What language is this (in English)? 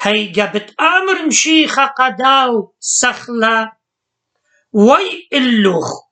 Assyrian Neo-Aramaic